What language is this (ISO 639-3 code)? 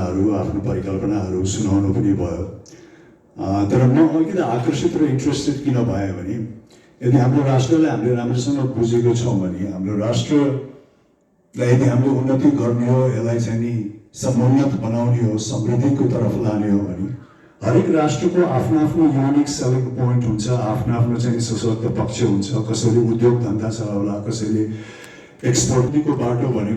nep